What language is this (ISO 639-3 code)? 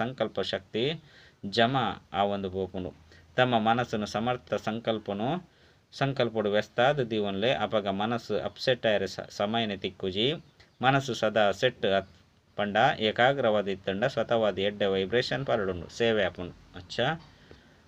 tcy